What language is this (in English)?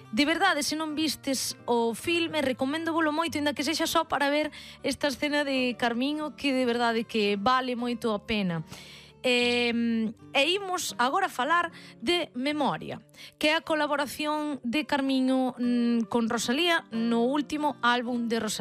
Galician